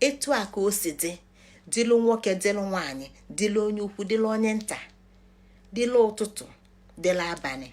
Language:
Igbo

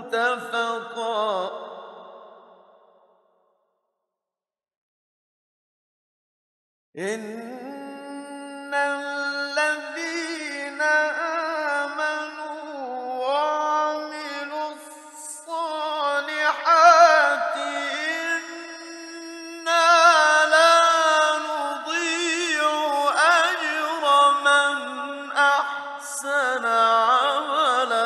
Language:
Arabic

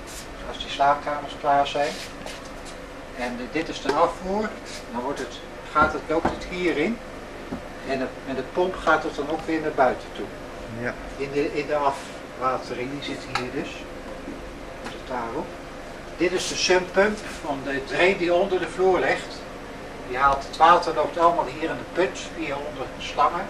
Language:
Dutch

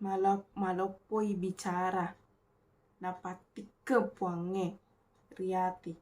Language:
Buginese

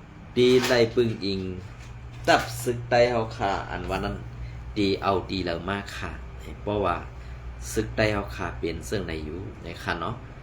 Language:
Shan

